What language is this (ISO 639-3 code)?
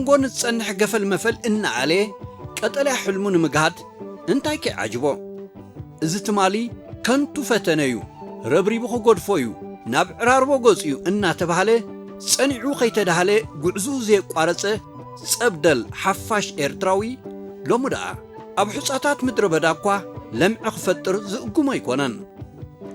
tir